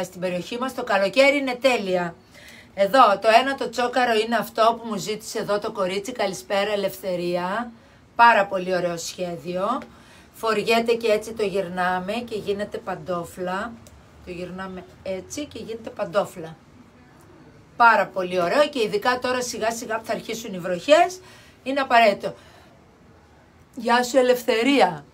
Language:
Greek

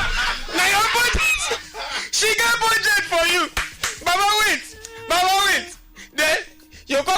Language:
Nigerian Pidgin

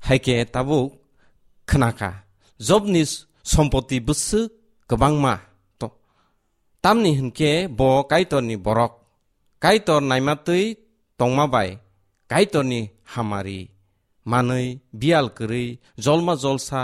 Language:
Kok Borok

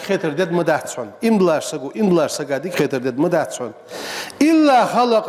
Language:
Ingush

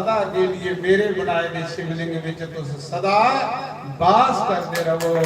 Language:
Dogri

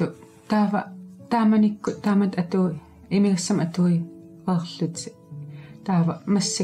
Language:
Kalaallisut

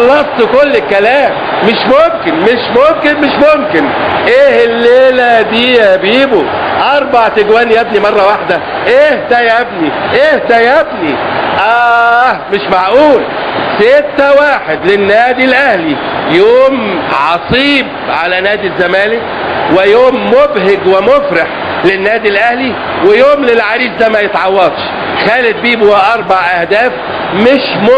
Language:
Egyptian Arabic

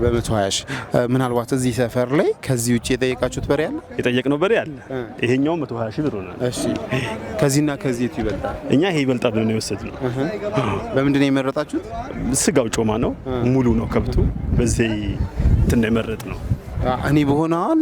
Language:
Amharic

